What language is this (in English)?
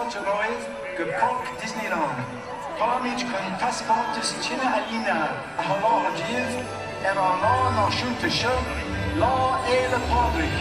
English